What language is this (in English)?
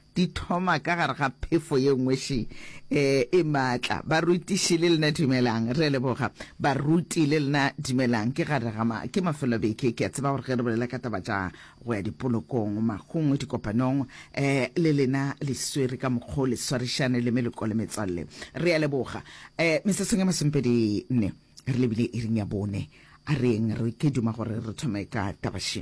Northern Sotho